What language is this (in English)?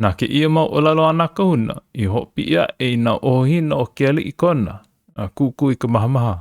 Hawaiian